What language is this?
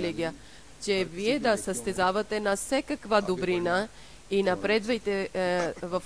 Bulgarian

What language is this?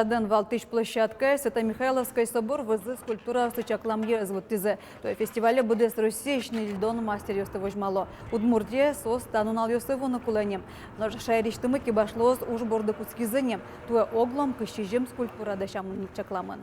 Udmurt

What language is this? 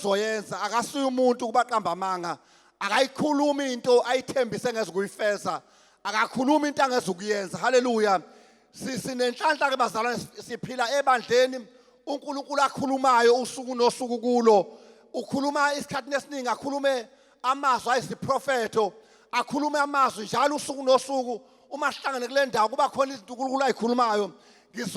Zulu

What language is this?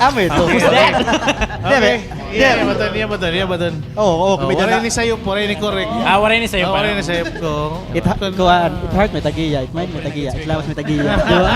Waray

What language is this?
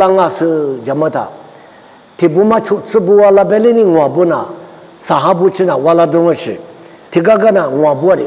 Lisu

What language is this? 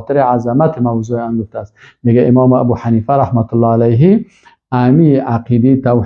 Persian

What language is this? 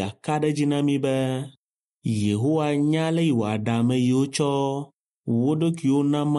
Ewe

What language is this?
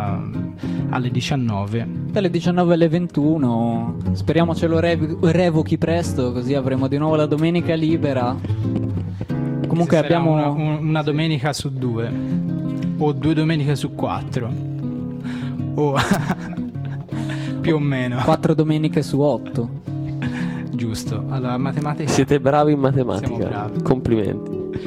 Italian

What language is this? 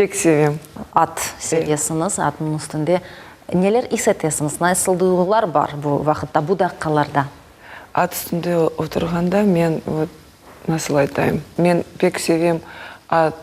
Crimean Tatar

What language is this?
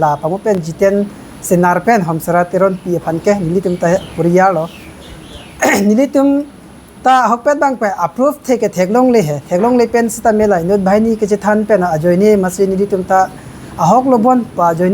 Karbi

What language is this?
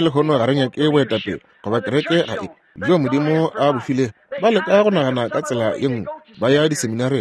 Northern Sotho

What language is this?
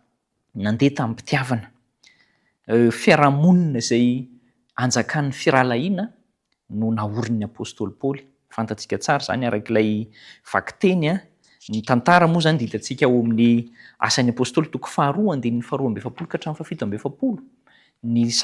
Malagasy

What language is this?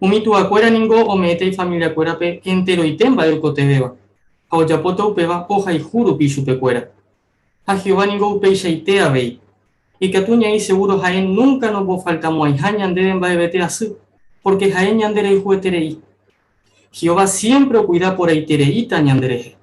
Guarani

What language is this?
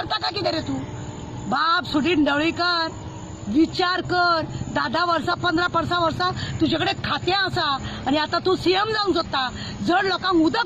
Konkani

